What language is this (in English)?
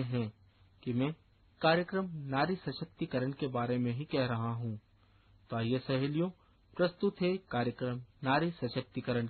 Hindi